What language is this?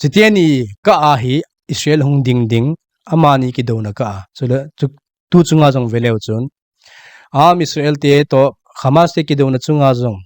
Thado Chin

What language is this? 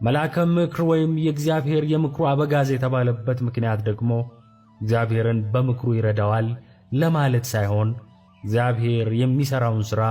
Amharic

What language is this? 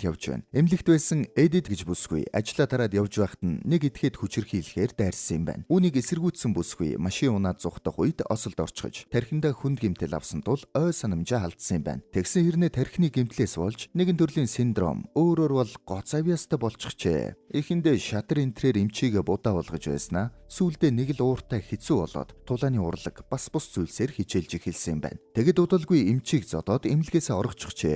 Mongolian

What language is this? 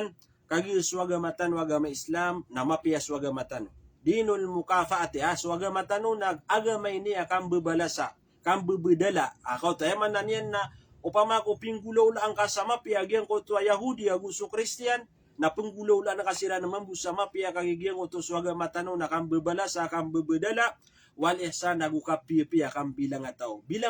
Maranao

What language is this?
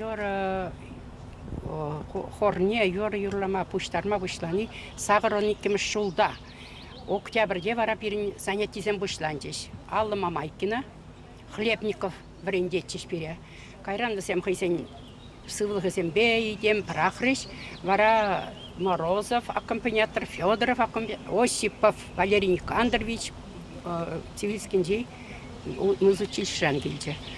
Chuvash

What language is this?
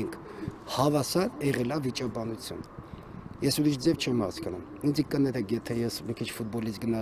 Armenian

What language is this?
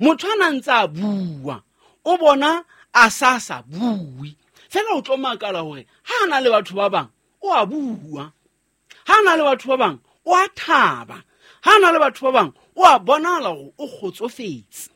Southern Sotho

